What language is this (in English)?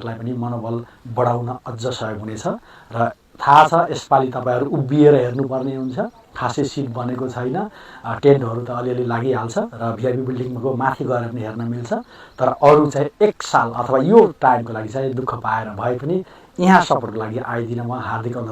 Nepali